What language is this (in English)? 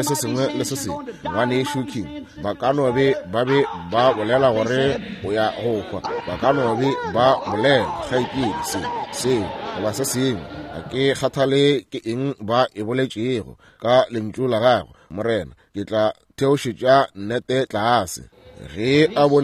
Northern Sotho